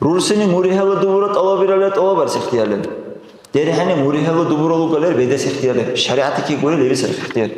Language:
Dargwa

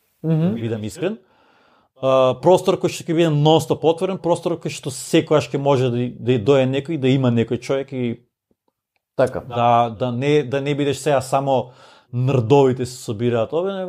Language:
Macedonian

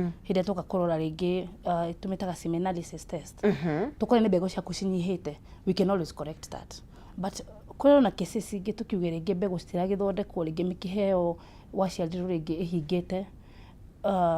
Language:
Kikuyu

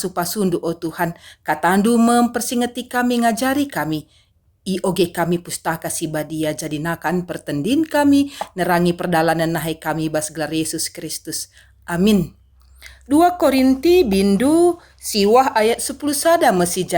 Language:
Batak Karo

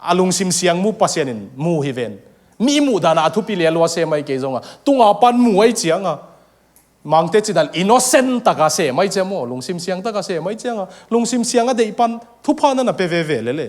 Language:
Tedim Chin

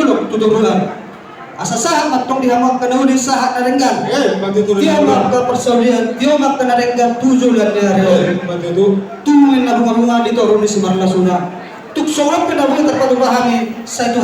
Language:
Batak Toba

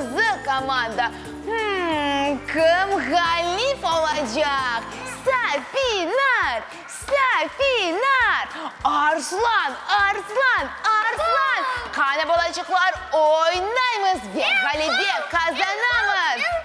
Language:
Crimean Tatar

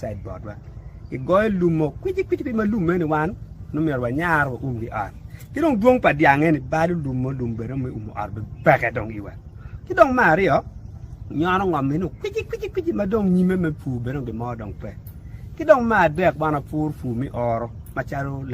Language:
Acoli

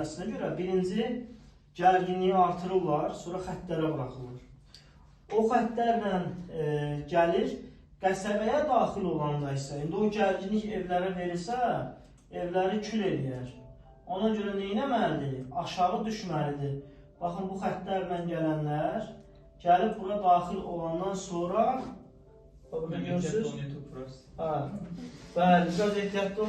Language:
Azerbaijani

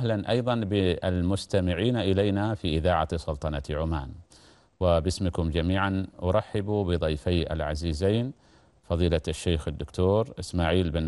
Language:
Arabic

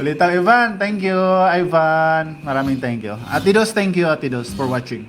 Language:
Waray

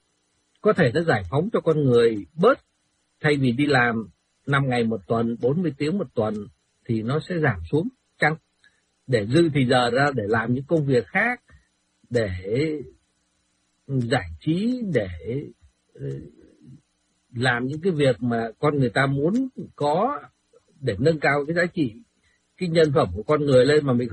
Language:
Vietnamese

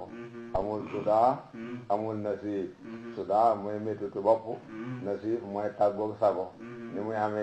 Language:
Wolof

